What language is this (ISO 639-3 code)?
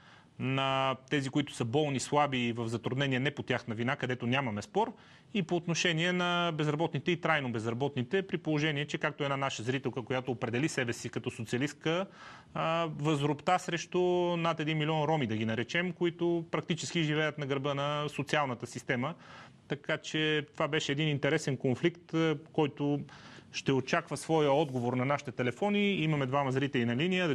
bul